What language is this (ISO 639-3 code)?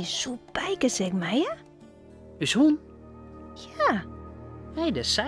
fry